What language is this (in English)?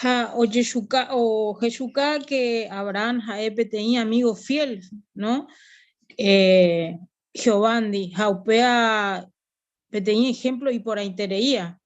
Guarani